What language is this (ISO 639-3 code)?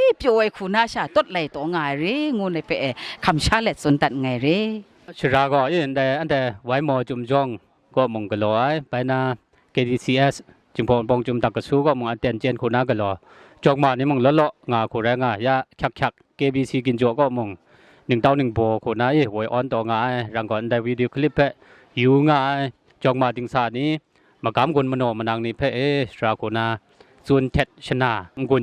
kac